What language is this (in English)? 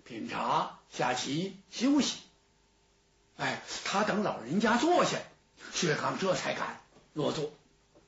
Chinese